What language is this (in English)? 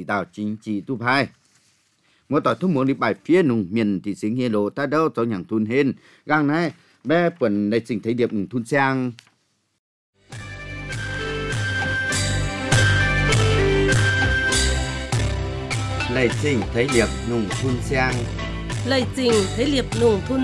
Vietnamese